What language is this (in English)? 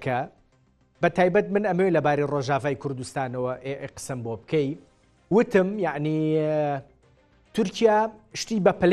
Central Kurdish